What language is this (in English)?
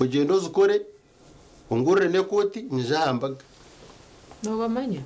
Nyankole